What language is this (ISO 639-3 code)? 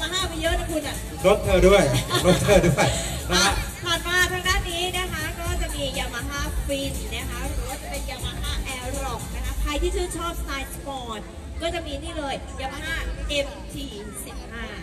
tha